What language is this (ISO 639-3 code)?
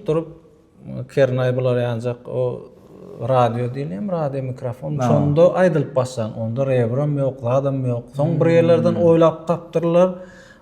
tuk